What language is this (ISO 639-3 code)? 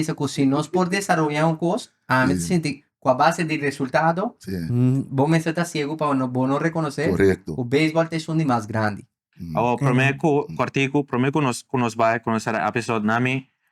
pap